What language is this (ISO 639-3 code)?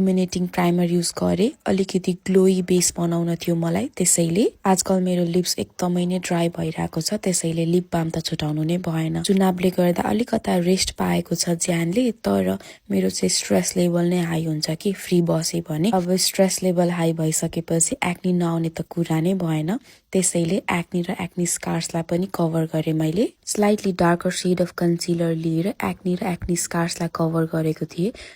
nep